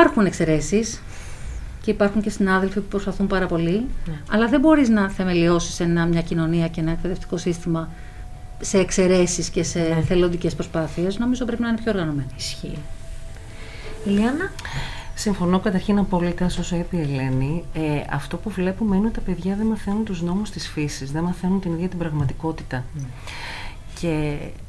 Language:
Greek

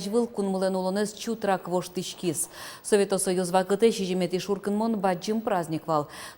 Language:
Udmurt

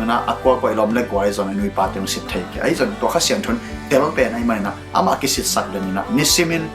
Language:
Tedim Chin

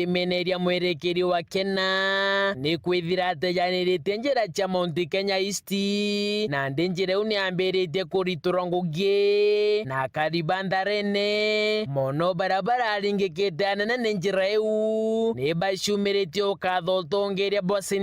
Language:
Meru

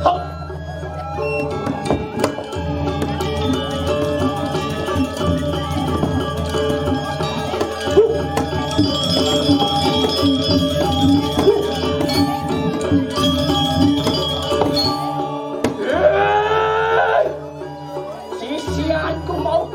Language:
Balinese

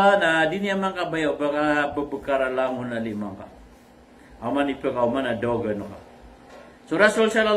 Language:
Maranao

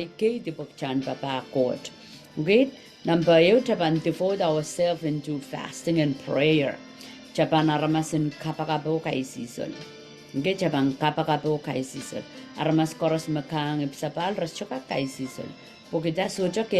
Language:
Pohnpeian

